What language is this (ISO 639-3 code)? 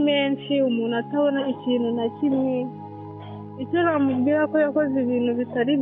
kin